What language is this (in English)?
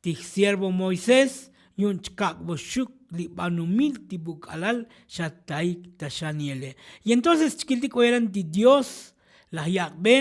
Tzotzil